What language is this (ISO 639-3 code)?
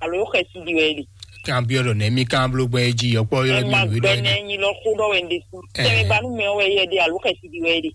fon